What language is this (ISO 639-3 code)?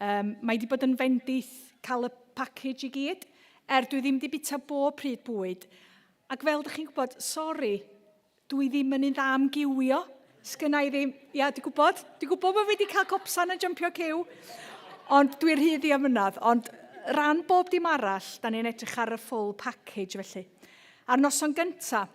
cym